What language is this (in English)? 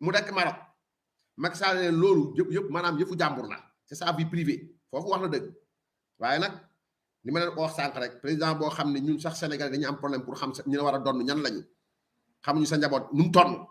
Wolof